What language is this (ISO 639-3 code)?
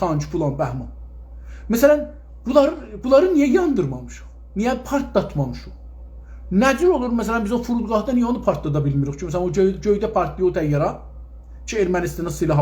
azb